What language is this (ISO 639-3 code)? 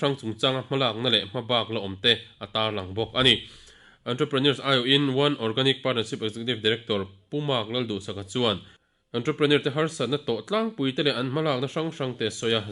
lus